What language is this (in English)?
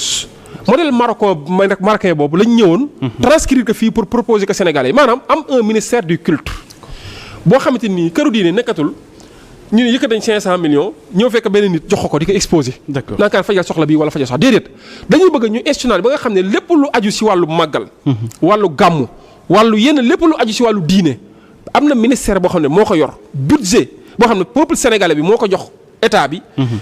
Wolof